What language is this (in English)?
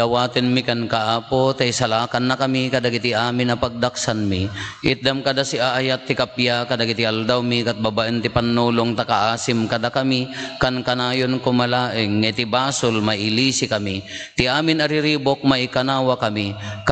Iloko